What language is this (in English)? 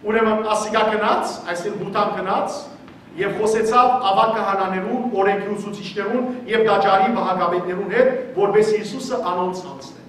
Western Armenian